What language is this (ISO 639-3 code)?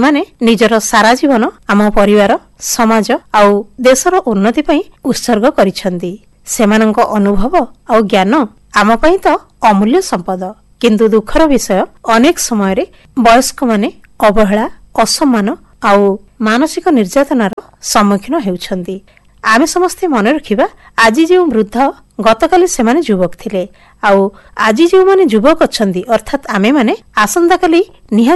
ori